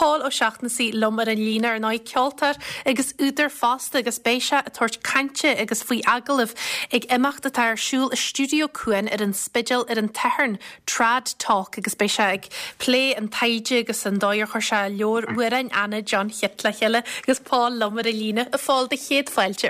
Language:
Irish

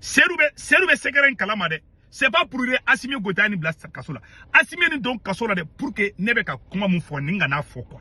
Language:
Bambara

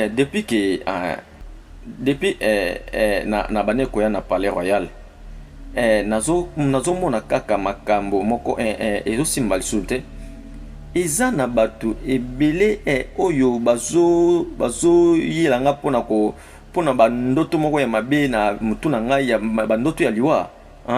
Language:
Lingala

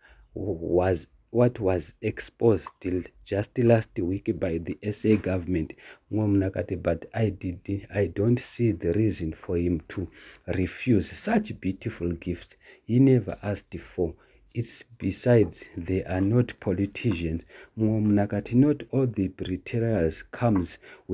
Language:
Shona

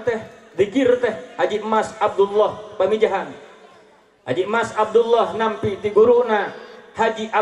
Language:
Sundanese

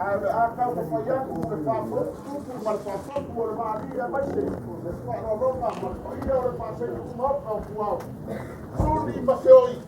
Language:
Samoan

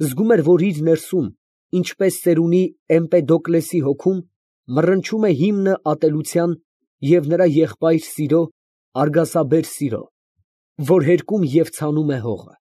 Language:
Armenian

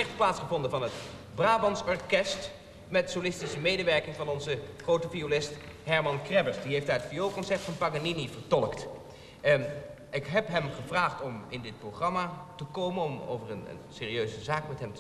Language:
Dutch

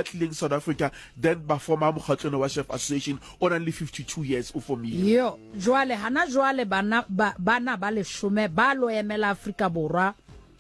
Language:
Southern Sotho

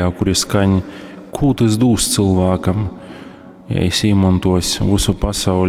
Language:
Latgalian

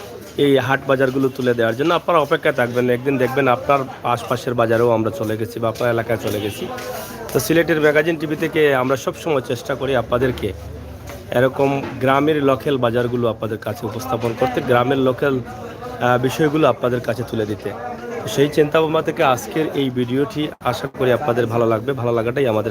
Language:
Sylheti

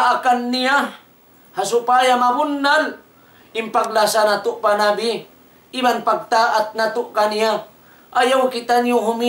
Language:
Tausug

